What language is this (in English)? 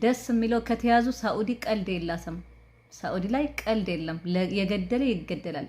Amharic